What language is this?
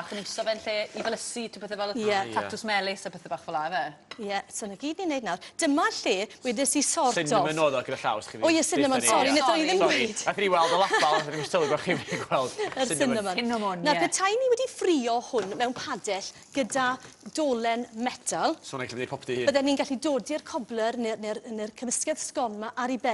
Welsh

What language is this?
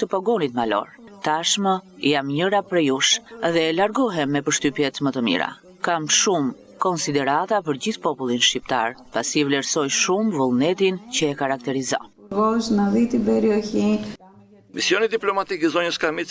Albanian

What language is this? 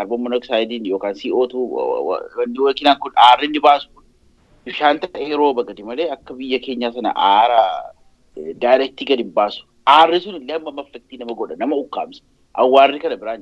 Oromo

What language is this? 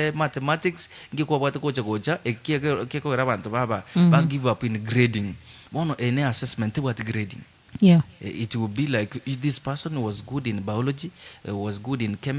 Gusii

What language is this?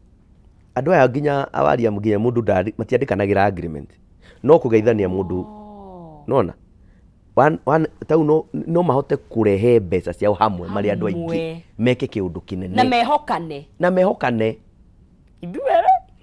Kikuyu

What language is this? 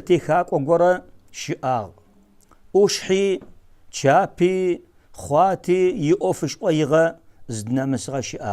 Adyghe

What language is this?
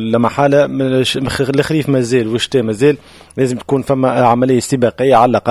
Tunisian Arabic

